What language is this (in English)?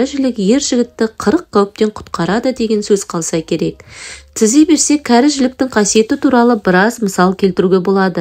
Kazakh